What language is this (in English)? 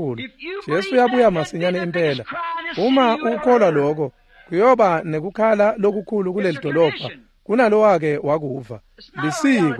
Swati